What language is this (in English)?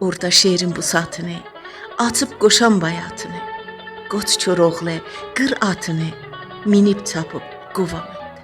South Azerbaijani